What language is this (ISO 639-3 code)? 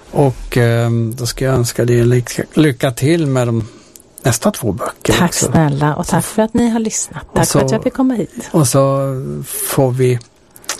swe